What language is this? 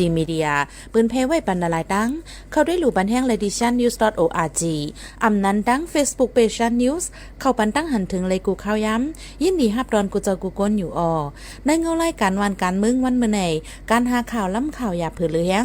Shan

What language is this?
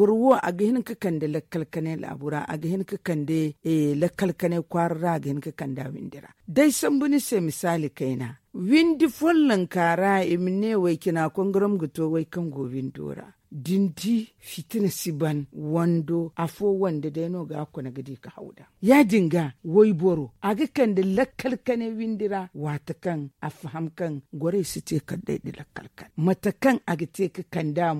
Zarma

